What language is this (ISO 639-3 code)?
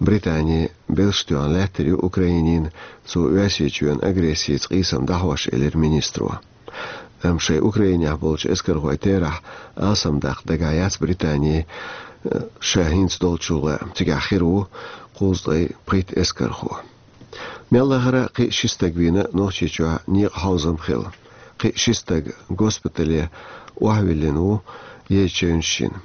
che